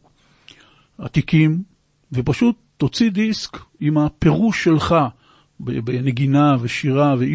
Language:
Hebrew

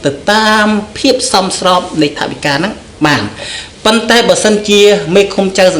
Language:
Khmer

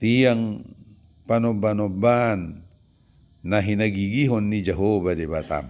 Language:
Batak Toba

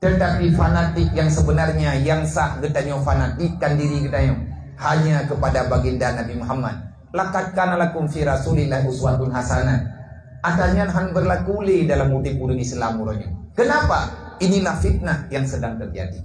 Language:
Achinese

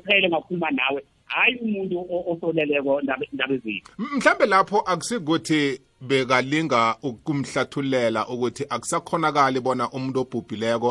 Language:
South Ndebele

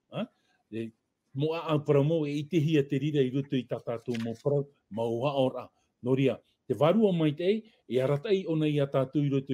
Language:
Tahitian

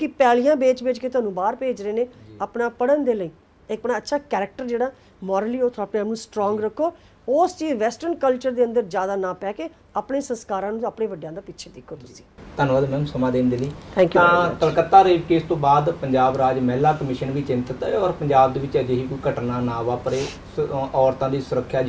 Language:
Punjabi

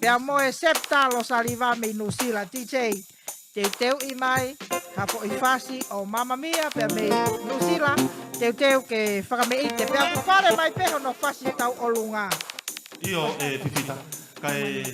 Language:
Tongan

